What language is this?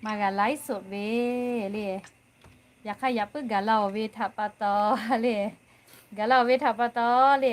Lahu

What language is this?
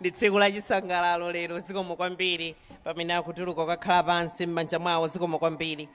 Nyanja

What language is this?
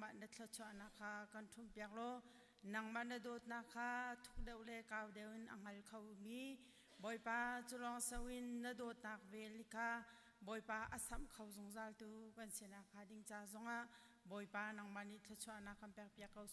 Hakha Chin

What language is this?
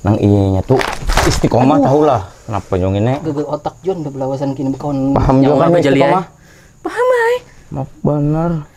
Banjar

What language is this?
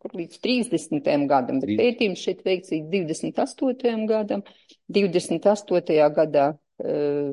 Latvian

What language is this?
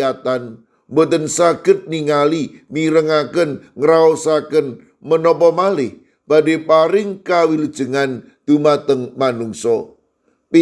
Javanese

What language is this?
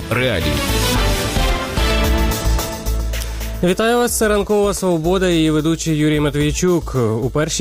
Ukrainian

